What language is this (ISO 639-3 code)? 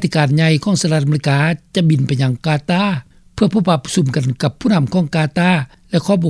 lao